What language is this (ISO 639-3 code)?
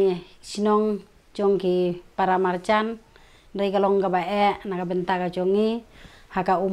kha